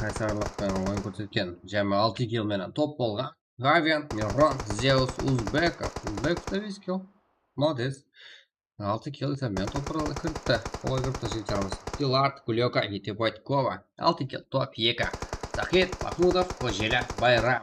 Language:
Kara-Kalpak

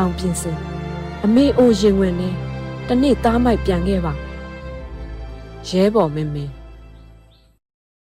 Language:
Burmese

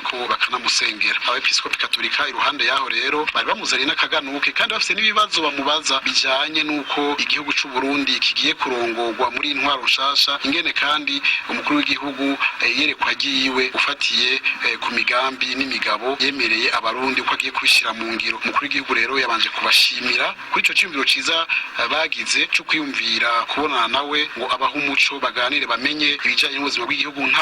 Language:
Rundi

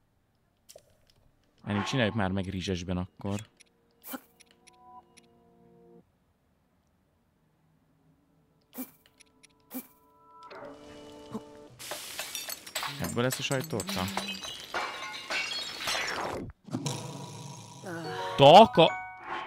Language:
Hungarian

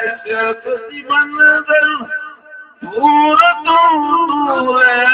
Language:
Saraiki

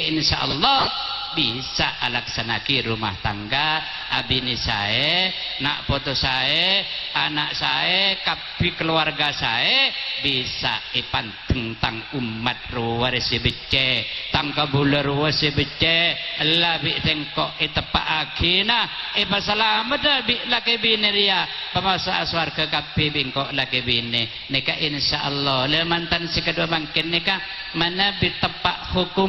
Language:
Madurese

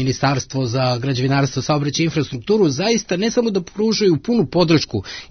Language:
Serbian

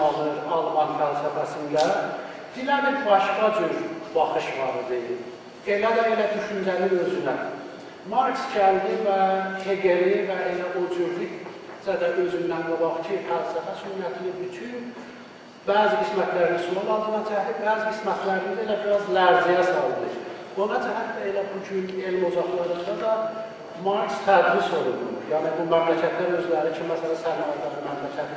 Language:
South Azerbaijani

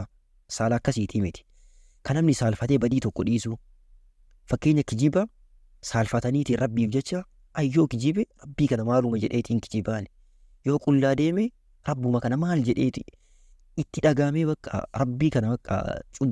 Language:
Oromo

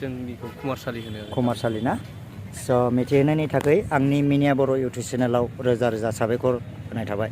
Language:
Bodo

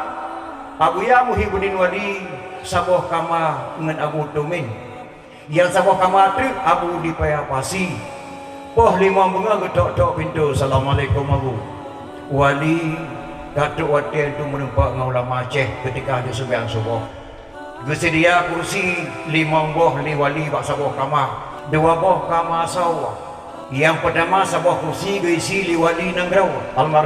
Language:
Achinese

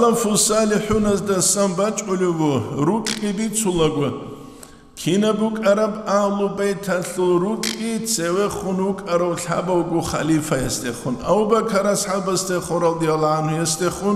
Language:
Avaric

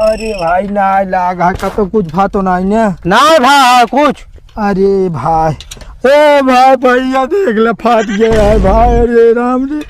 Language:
Awadhi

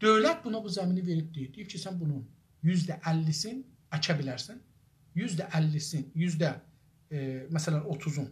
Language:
South Azerbaijani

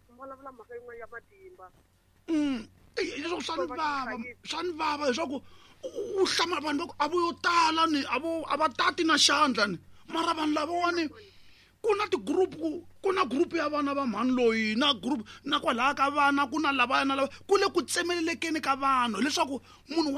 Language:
Tsonga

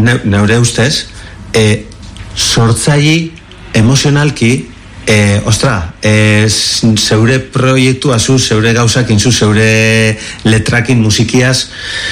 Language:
Basque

